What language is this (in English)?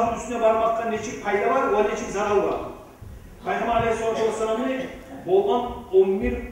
Kumyk